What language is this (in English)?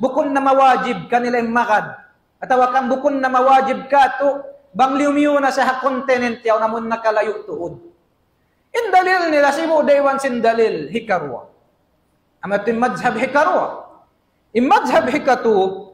Tausug